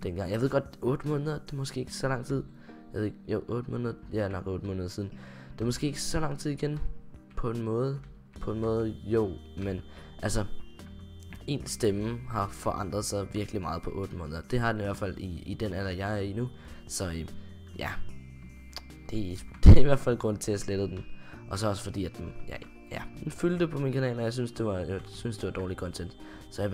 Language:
Danish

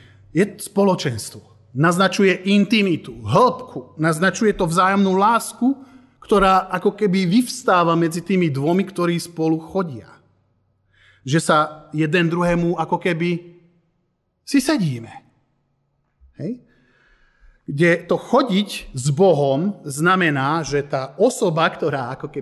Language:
Slovak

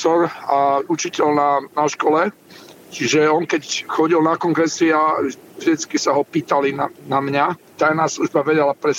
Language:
Slovak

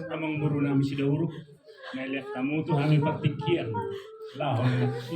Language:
Batak Toba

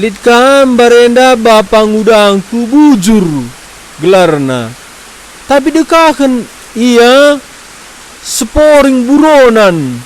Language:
Batak Karo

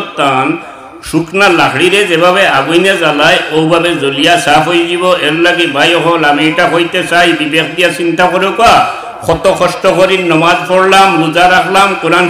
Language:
Sylheti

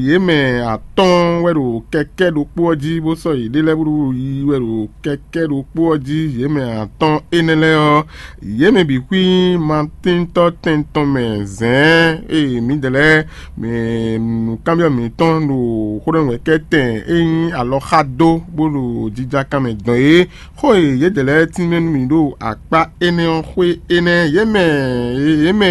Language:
Fon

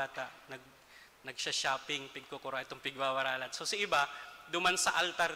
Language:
Bikol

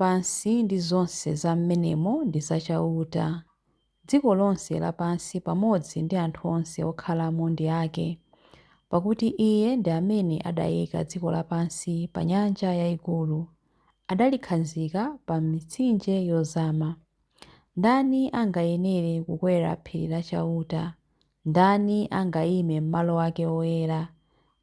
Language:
Nyanja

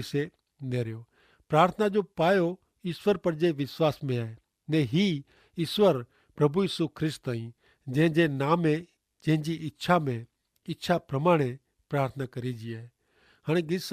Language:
Kachhi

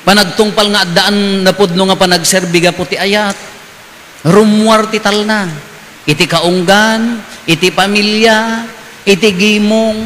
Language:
Iloko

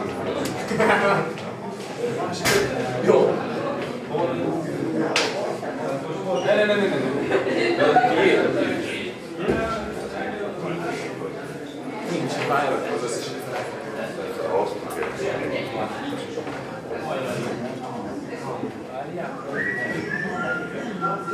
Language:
Hungarian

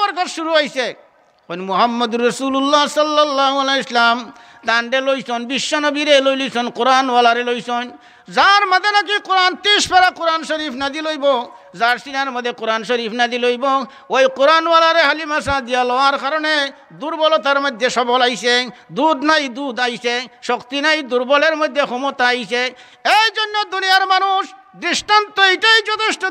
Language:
Sylheti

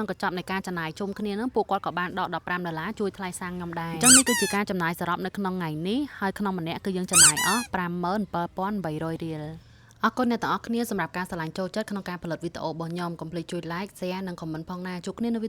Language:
Khmer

